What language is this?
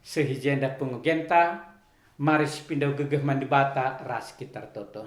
Batak Karo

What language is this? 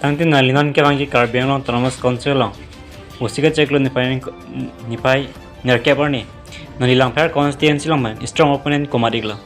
Karbi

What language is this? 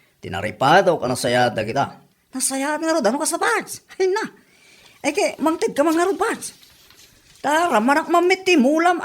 Iloko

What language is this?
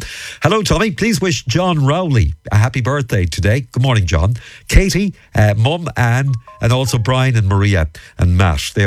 English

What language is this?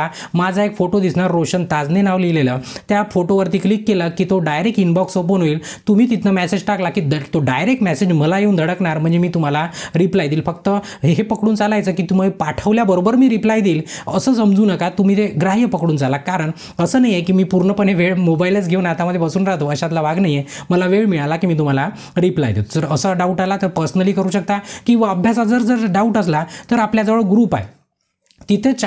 Marathi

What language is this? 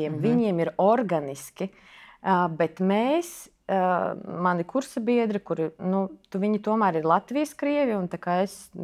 Latvian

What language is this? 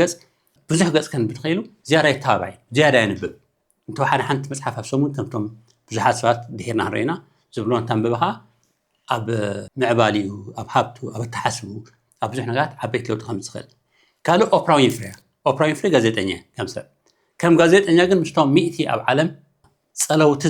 Tigrinya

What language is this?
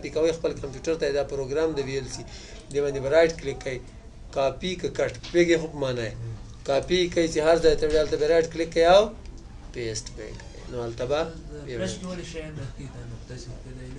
Pashto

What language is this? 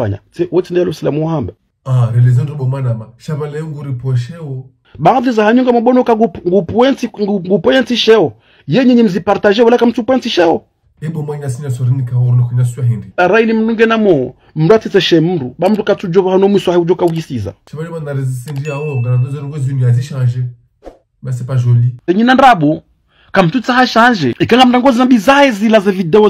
Ngazidja Comorian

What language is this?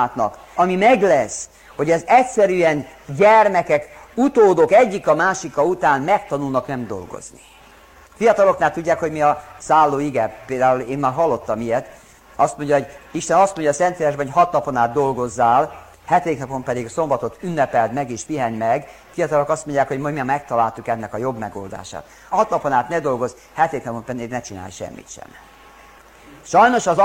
Hungarian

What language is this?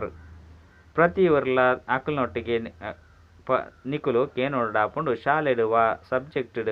Tulu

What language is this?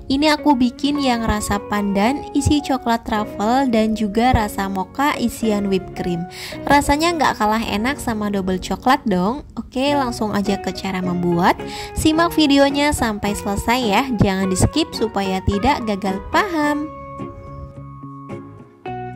Indonesian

